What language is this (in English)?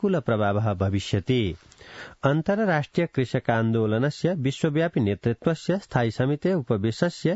Sanskrit